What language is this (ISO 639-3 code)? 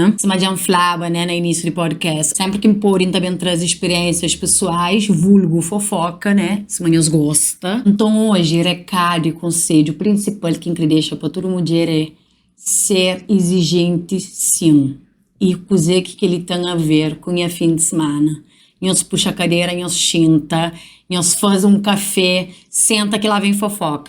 kea